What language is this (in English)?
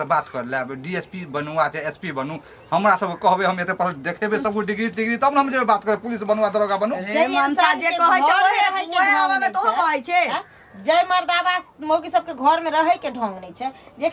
Maithili